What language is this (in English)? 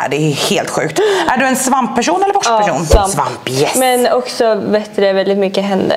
Swedish